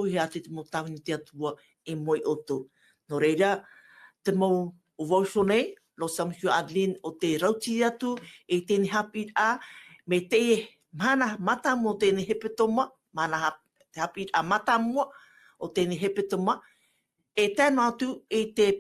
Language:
Tahitian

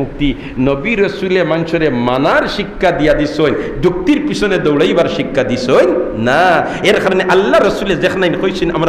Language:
Sylheti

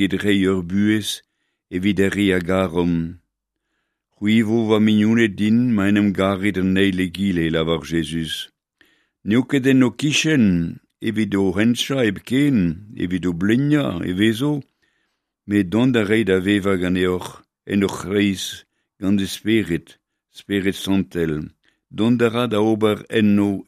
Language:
Breton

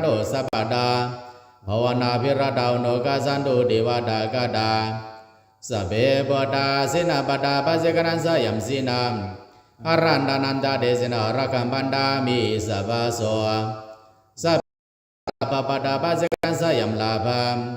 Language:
Pali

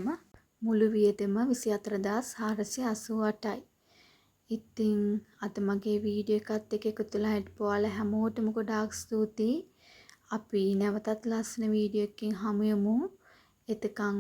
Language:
Sinhala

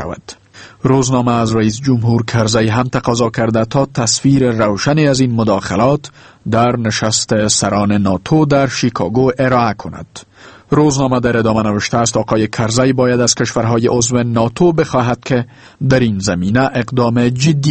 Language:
Persian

